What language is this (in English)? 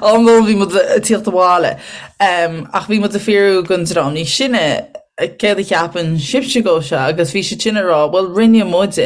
Irish